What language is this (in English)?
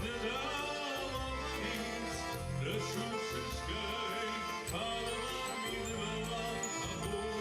Ossetic